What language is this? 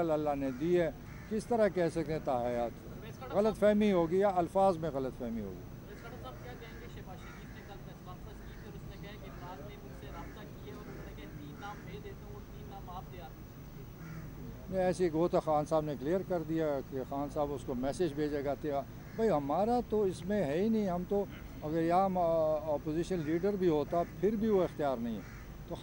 Urdu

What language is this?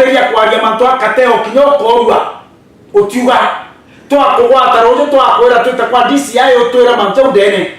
Meru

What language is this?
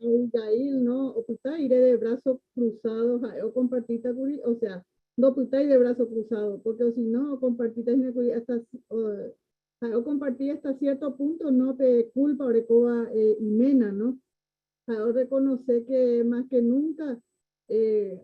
Guarani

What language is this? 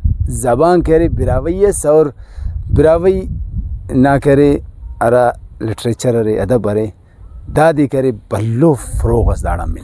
Brahui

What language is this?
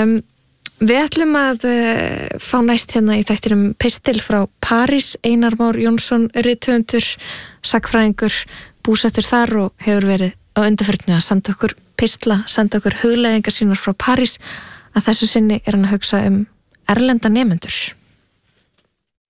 Icelandic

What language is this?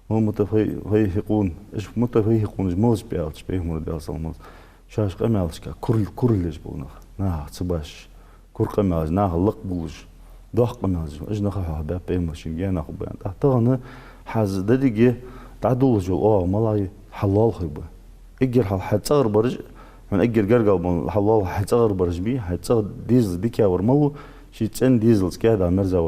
Ingush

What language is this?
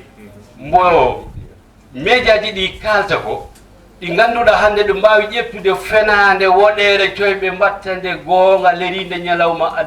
Fula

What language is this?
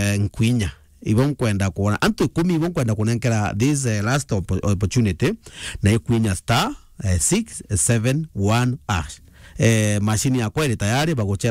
Meru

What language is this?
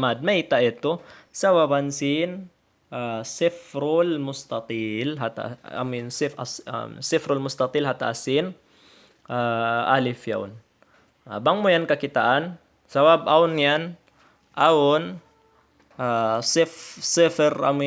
Tausug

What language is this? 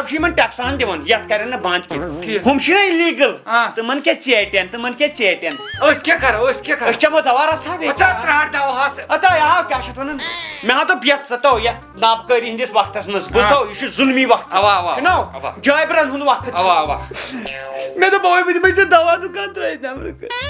Kashmiri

